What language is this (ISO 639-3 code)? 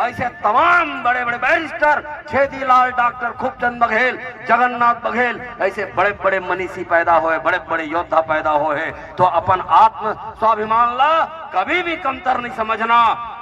hne